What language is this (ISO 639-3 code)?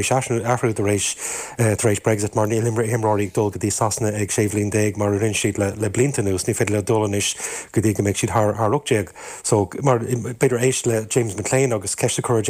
gle